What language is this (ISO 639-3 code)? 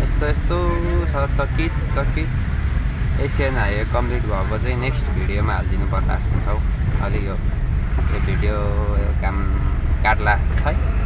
nep